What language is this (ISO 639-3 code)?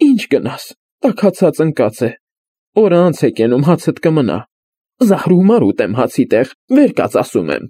hye